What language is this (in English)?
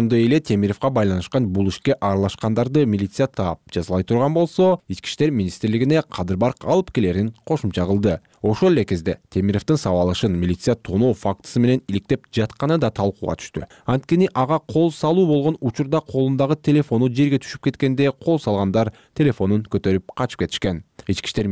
Kyrgyz